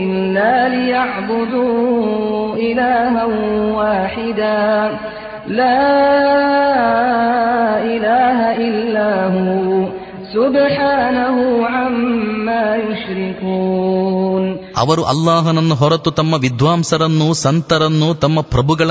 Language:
Kannada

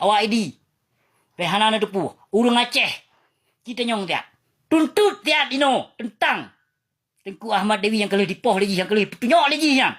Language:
Achinese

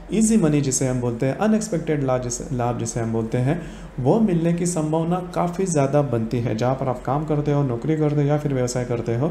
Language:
Hindi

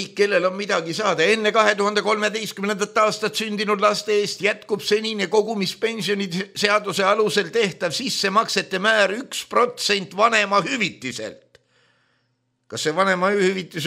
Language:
Estonian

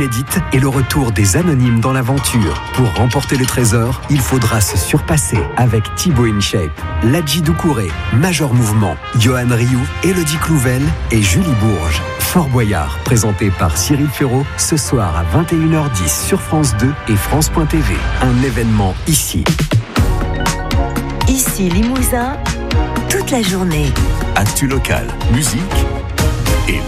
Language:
French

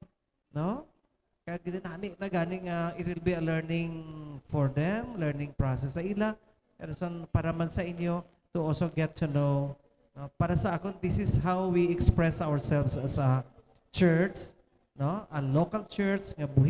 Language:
Hiligaynon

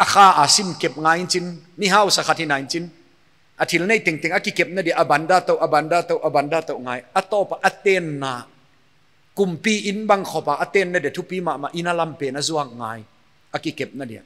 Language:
Paite Chin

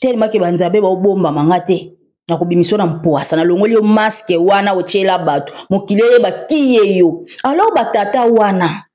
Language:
Lingala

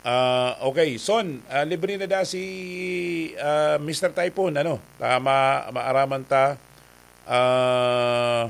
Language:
Bikol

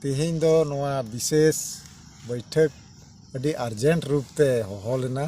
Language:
Santali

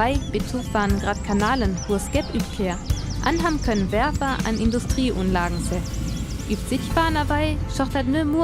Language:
Northern Frisian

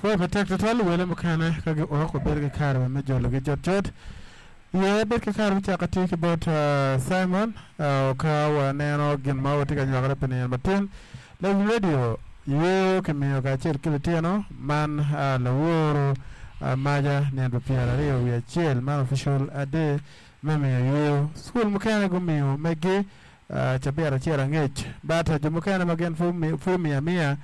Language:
Acoli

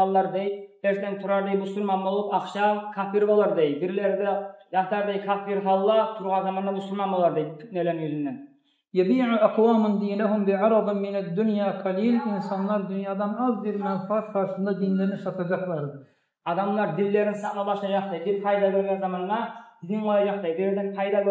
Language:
Kumyk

